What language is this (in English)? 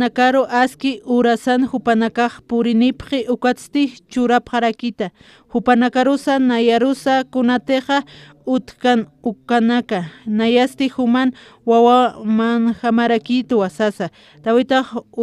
Aymara